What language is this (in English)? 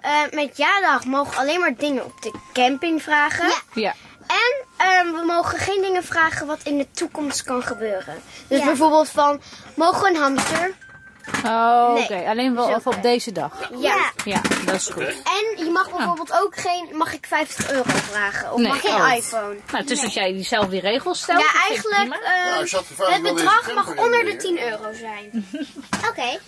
Dutch